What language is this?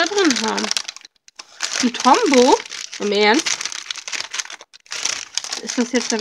German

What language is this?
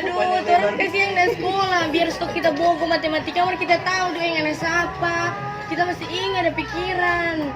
Manado Malay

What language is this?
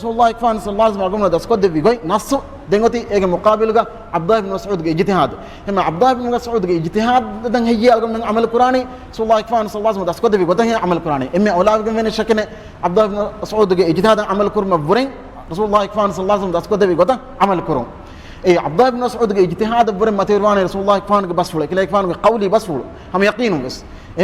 Divehi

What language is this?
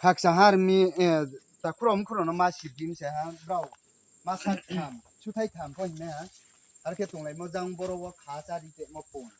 Riang (India)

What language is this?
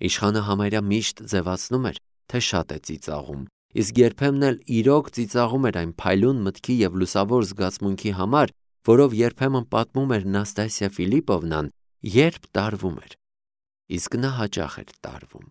Armenian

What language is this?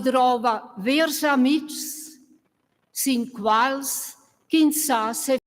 Romansh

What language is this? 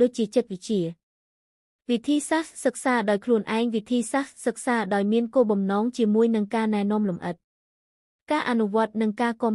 Khmer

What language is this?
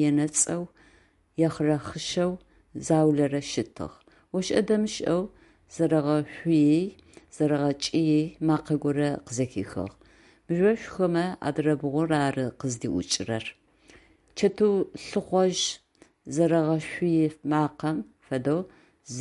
Adyghe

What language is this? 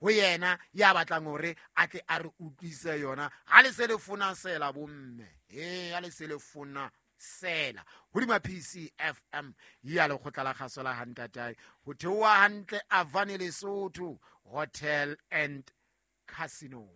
Southern Sotho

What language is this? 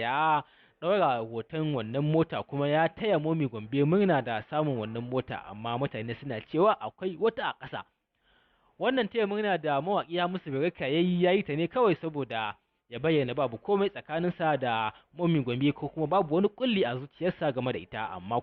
Hausa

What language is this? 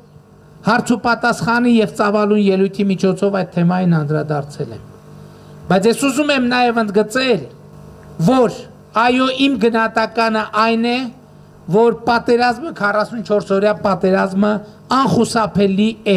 Armenian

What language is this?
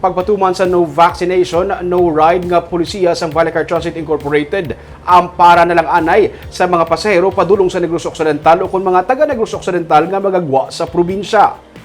Hiligaynon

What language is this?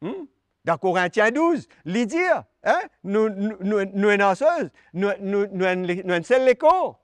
Morisyen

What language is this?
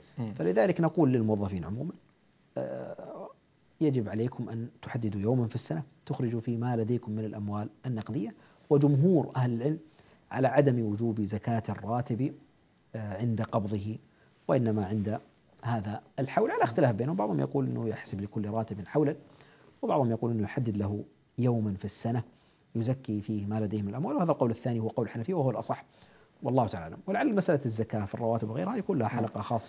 Arabic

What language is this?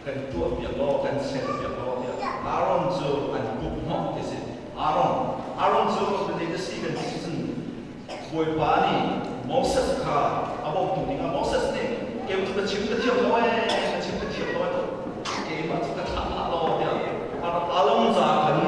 Hakha Chin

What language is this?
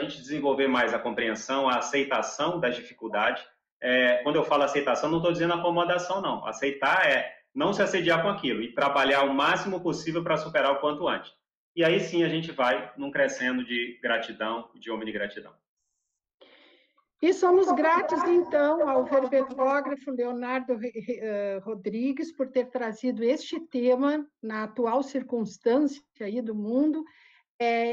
Portuguese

